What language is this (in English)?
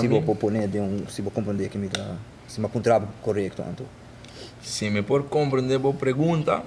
Papiamento